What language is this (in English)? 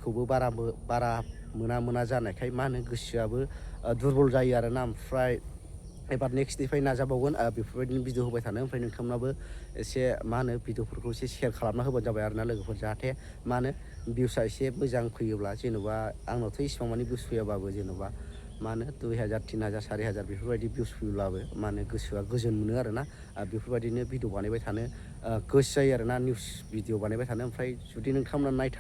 Bodo